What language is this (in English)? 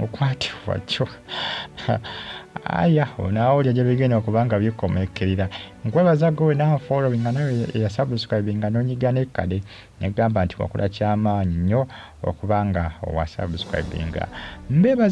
Ganda